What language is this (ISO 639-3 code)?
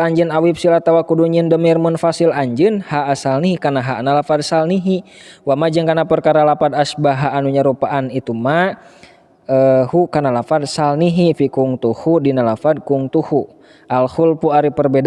sun